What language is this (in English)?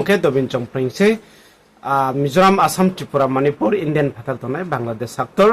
Riang (India)